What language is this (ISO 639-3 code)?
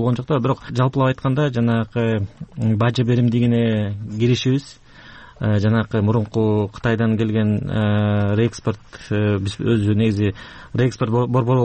kir